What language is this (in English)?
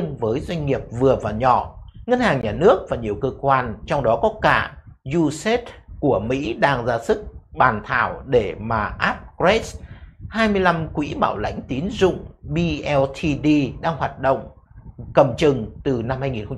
Vietnamese